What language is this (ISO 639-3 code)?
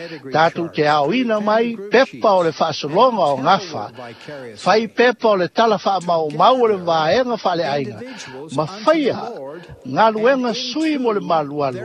smo